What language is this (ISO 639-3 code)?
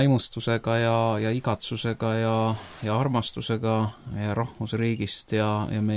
est